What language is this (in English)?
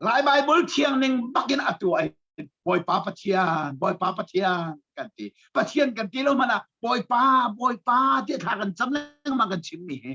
Hakha Chin